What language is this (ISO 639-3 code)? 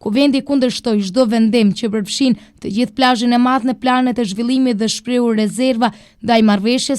sqi